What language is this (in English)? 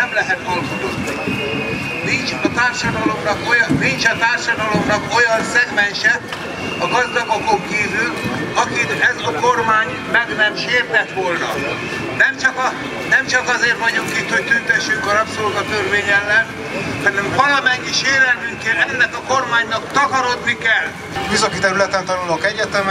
Hungarian